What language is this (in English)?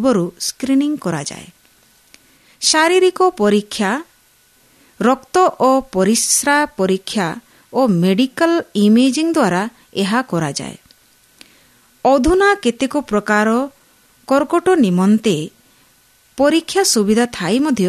Odia